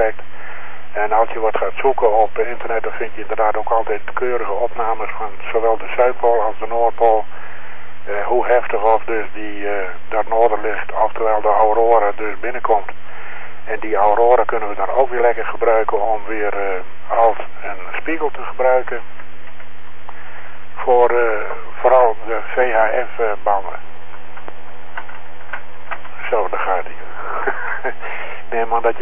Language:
Dutch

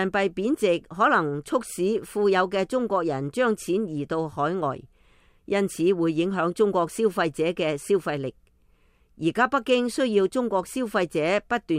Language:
Cantonese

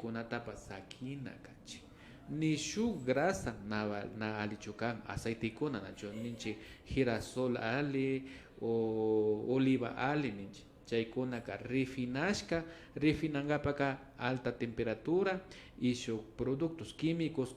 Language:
Imbabura Highland Quichua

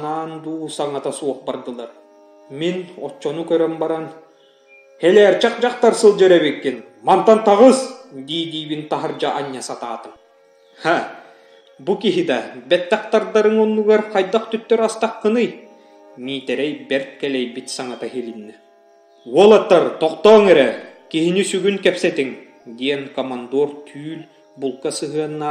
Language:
Yakut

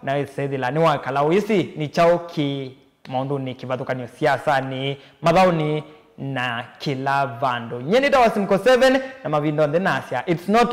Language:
Kamba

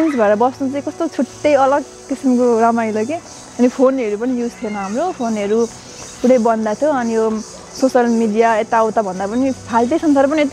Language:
Nepali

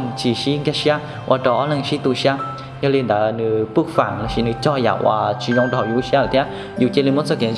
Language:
Hmong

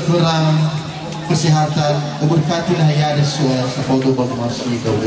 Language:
Nias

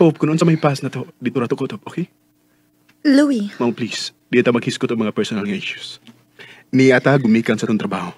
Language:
Cebuano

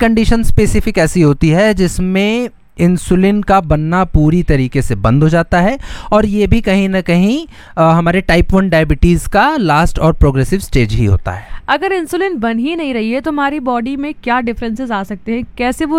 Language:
Hindi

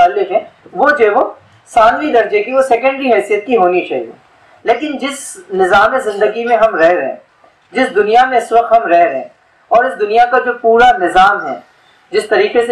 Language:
Urdu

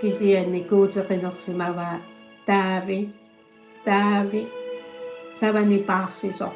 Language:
Kalaallisut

